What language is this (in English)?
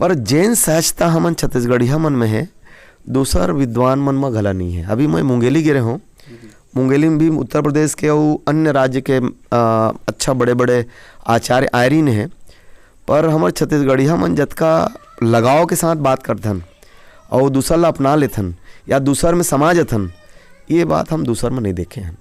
Chhattisgarhi